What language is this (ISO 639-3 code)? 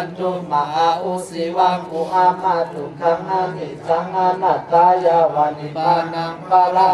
pli